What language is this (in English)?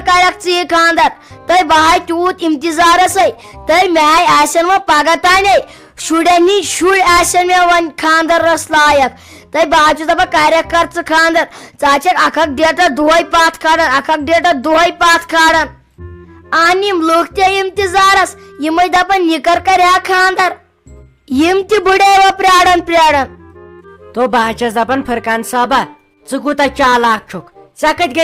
Kashmiri